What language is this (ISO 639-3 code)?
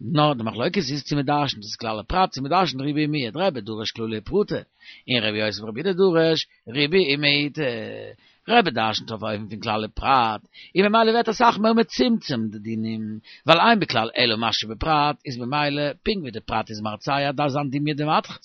yid